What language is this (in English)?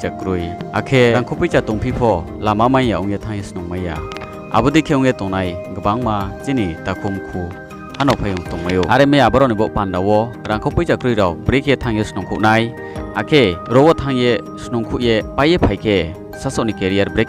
Riang (India)